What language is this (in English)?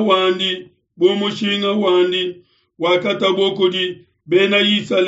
Luba-Lulua